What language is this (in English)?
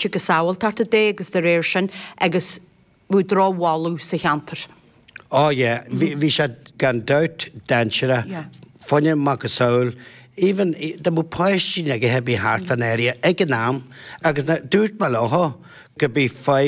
Irish